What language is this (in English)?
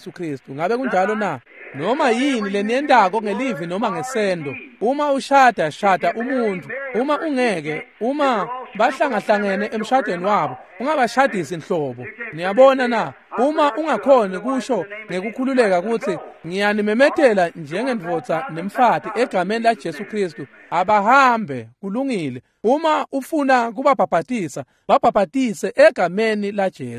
Swati